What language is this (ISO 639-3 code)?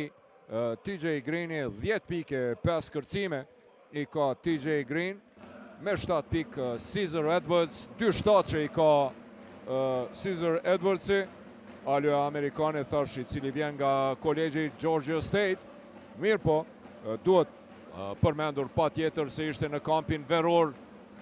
sqi